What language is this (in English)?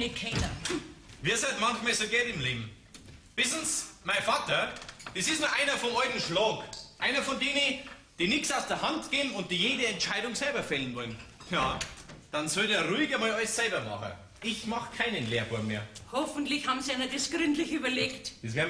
Bavarian